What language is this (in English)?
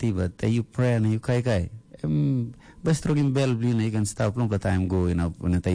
Tok Pisin